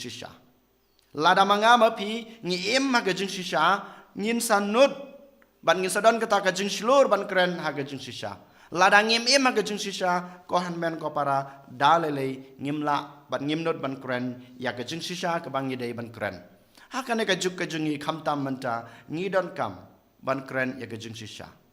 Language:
Khasi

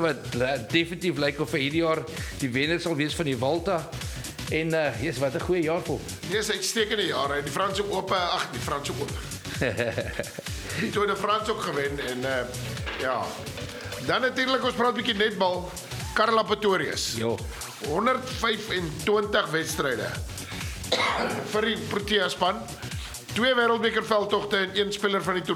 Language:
Afrikaans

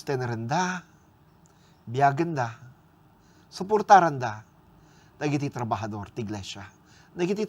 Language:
Iloko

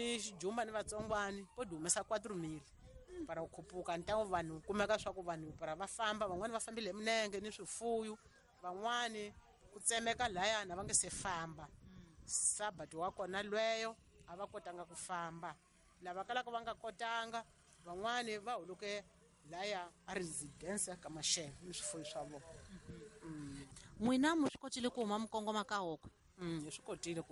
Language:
Tsonga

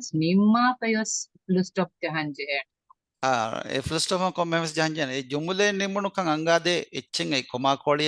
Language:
Divehi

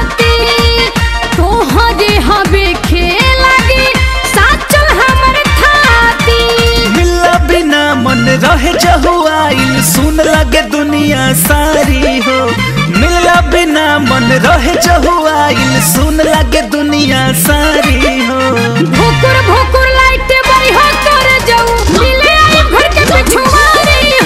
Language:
Bhojpuri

